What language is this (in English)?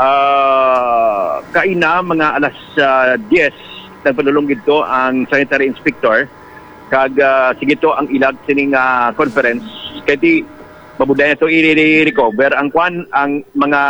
Hiligaynon